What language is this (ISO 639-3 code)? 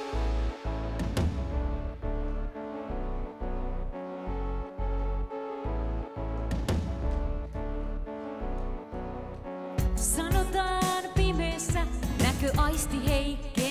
fin